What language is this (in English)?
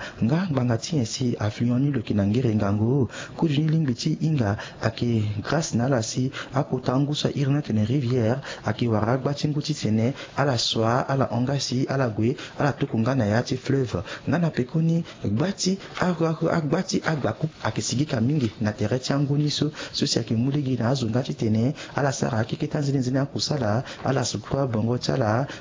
Sango